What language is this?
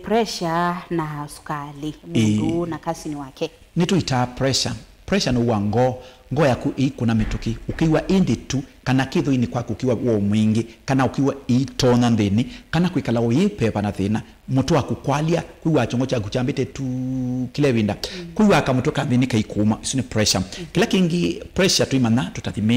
Kamba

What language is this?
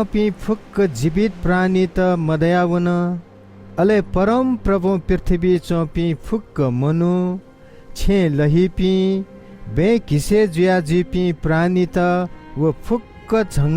Newari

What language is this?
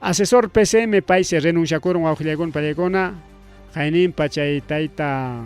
Ayacucho Quechua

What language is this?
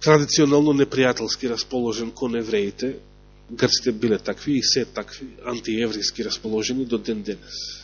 Macedonian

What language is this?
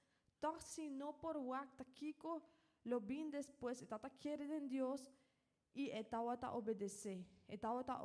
Papiamento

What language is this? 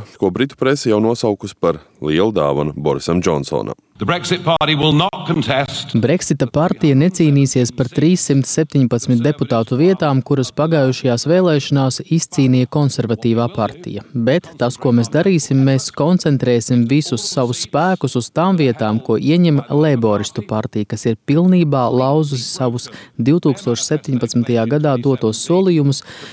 Latvian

